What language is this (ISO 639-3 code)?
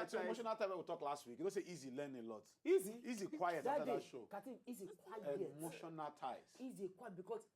pcm